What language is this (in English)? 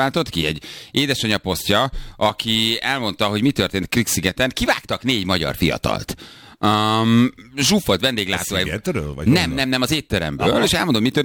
Hungarian